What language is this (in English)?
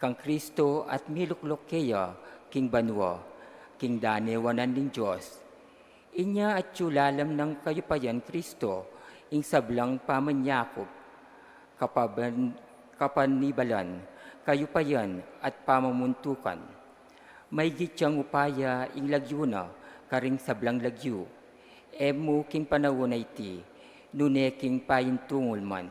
Pampanga